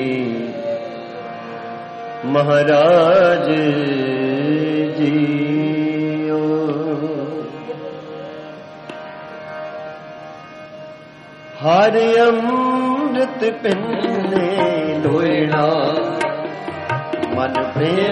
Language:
Punjabi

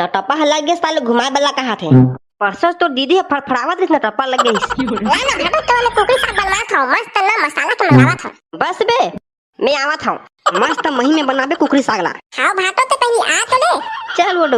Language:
Chhattisgarhi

